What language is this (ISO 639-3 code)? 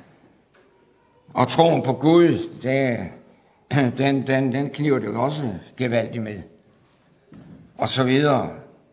dan